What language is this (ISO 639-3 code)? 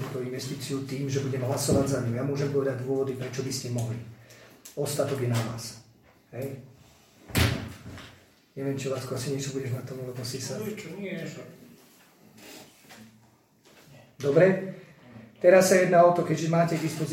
slk